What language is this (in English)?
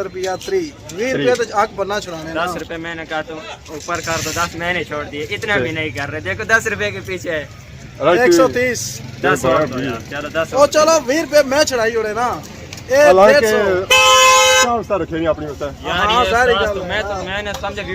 Pahari-Potwari